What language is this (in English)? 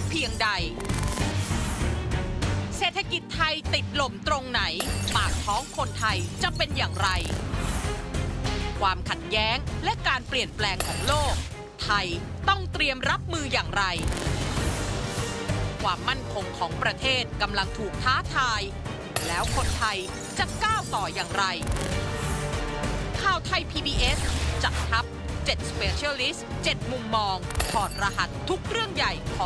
Thai